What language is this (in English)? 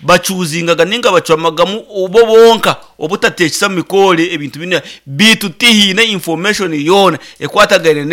Nyankole